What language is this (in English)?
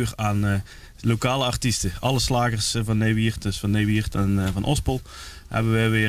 Limburgish